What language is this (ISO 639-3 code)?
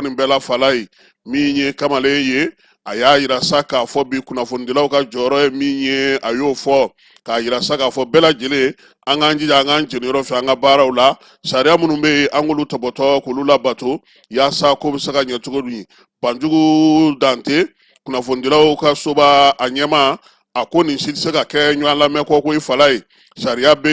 bam